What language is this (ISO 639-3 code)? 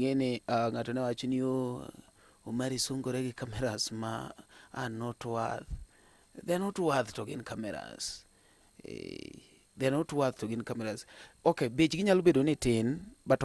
luo